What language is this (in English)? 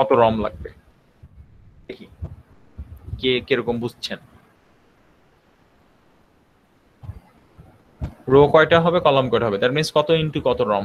Bangla